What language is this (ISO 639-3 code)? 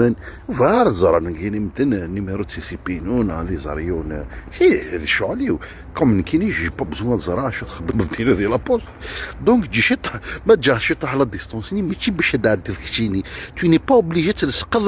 kab